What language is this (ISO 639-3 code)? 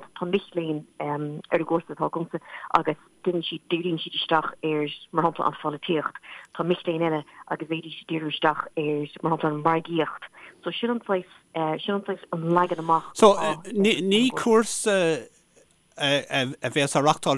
gle